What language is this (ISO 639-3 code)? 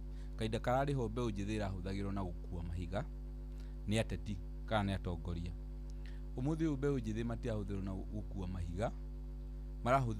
kik